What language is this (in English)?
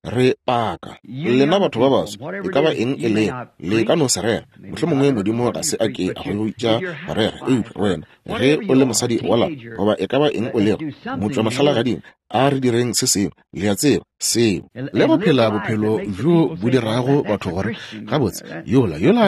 Northern Sotho